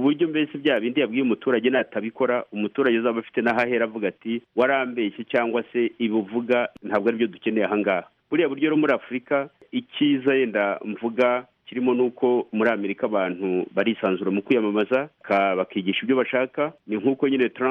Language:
Kinyarwanda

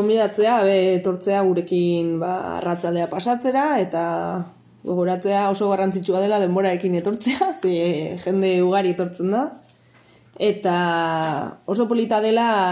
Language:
Basque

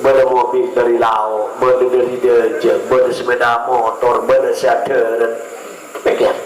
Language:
Madurese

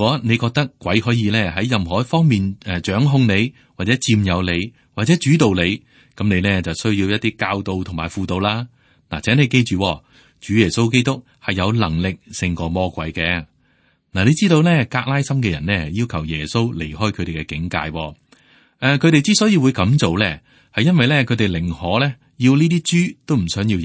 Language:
Cantonese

